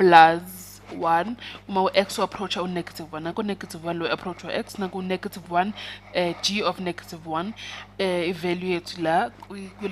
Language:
Zulu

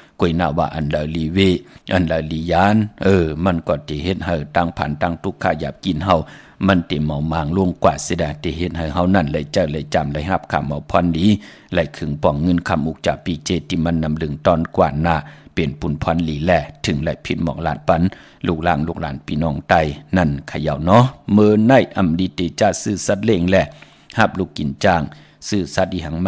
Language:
Shan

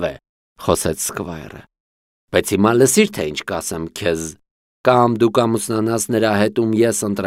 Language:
Armenian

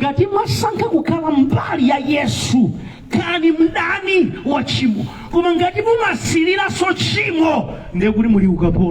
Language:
Nyanja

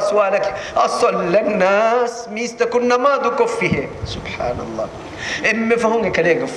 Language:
Divehi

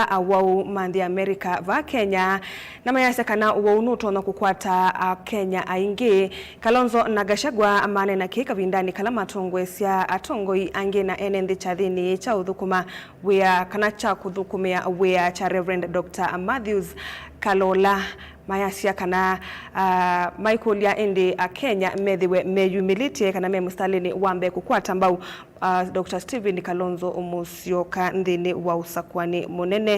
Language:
Kamba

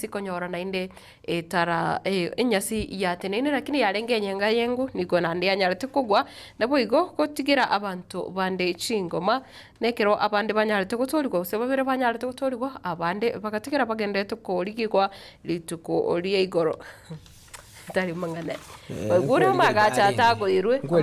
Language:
Gusii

